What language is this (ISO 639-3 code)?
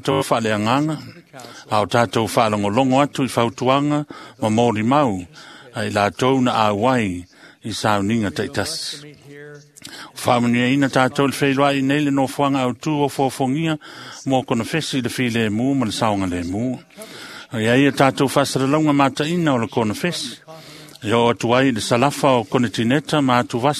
smo